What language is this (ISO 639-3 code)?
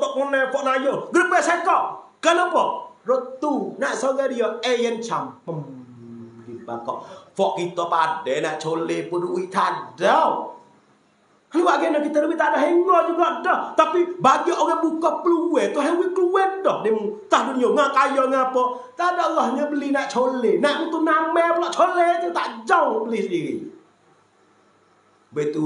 msa